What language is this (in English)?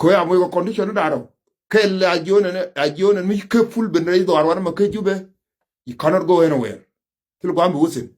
Nuer